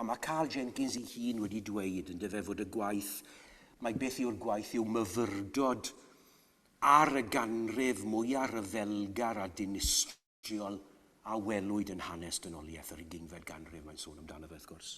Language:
Welsh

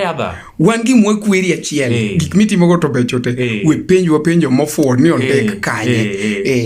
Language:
Luo (Kenya and Tanzania)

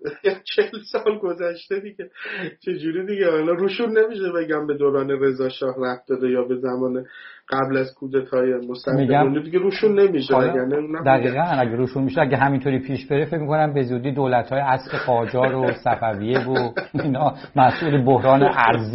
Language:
Persian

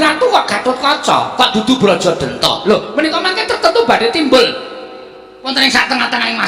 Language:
Javanese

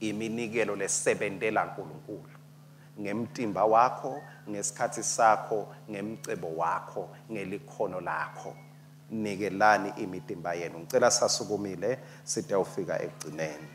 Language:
Swati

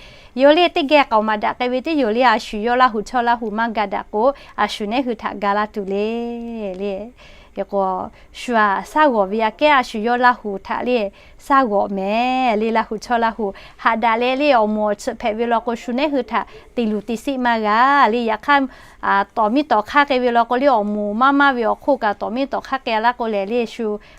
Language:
Lahu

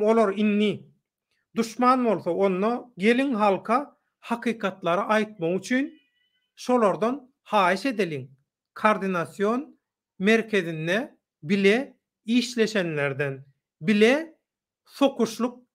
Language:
Turkmen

